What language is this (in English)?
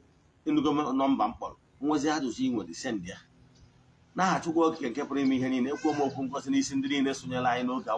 Igbo